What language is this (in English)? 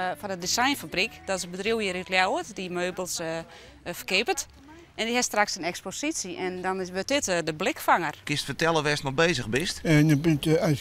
Western Frisian